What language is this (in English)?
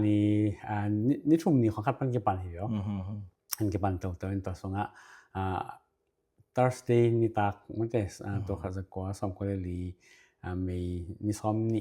Tedim Chin